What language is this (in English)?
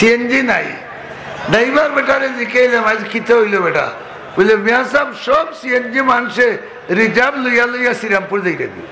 Sylheti